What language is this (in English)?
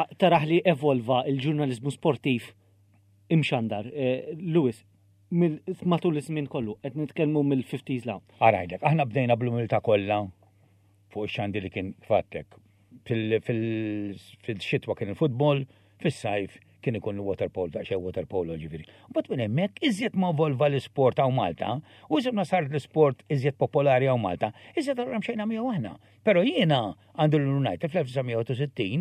Maltese